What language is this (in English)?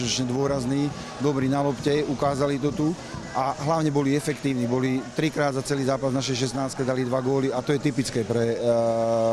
Slovak